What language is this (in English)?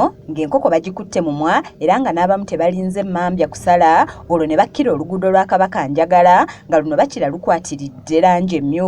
Ganda